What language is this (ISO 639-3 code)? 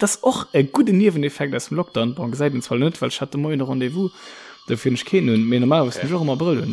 ltz